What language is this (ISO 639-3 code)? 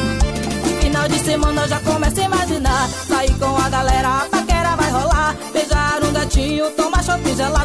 por